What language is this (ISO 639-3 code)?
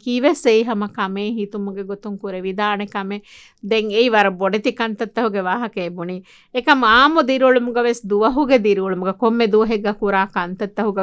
div